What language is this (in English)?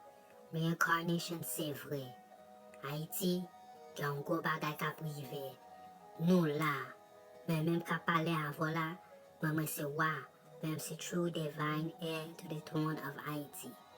Haitian Creole